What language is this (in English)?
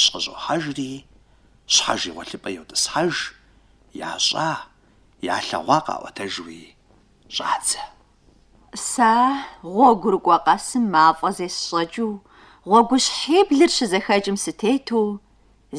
Kabardian